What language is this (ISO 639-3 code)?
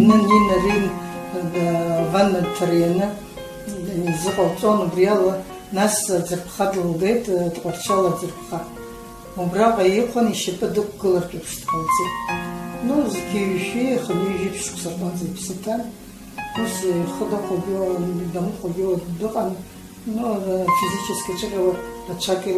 abk